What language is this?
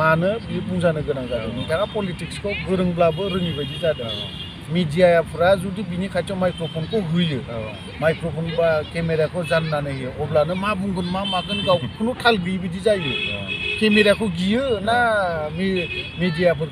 Bodo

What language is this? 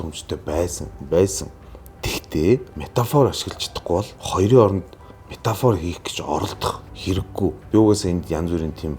Mongolian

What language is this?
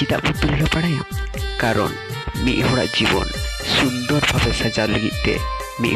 Santali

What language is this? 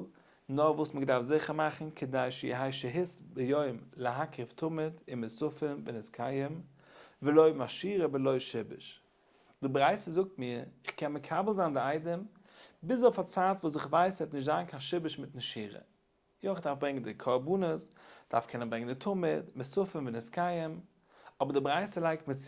Yiddish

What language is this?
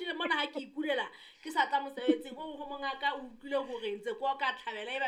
Southern Sotho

